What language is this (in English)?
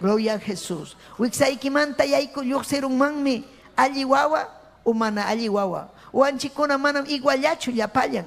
Ayacucho Quechua